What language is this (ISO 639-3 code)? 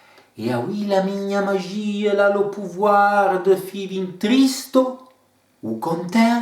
frp